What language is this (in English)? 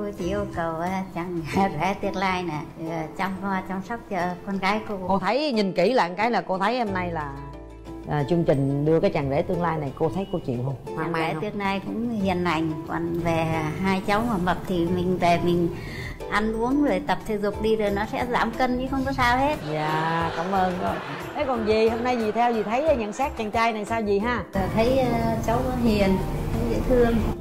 Vietnamese